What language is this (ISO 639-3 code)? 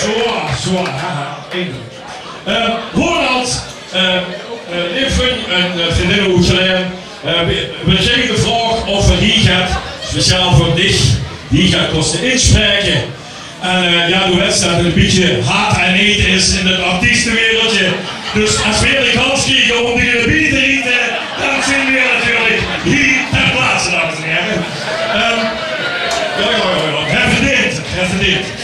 lim